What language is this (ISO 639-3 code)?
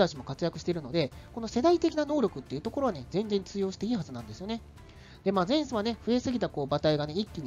jpn